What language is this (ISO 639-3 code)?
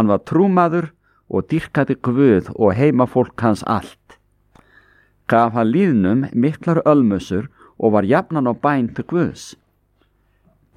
isl